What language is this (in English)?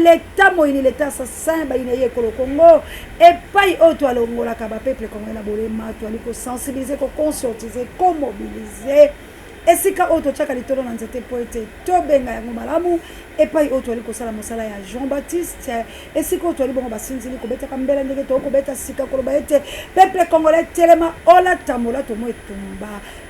Lingala